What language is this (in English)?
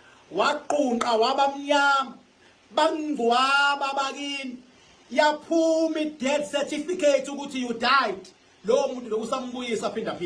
Zulu